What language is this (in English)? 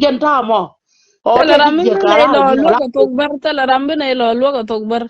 Nuer